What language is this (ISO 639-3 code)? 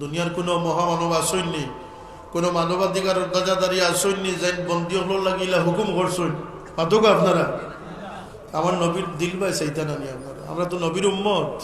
syl